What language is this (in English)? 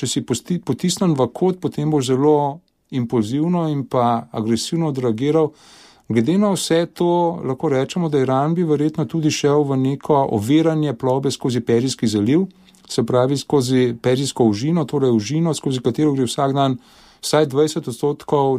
Slovenian